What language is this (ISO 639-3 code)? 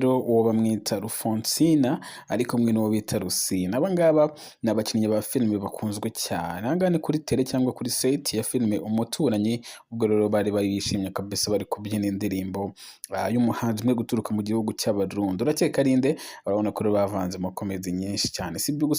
kin